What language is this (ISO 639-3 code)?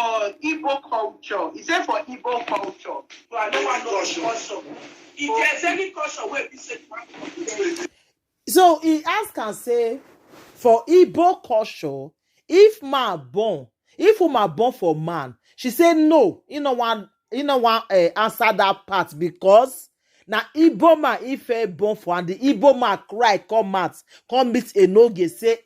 pcm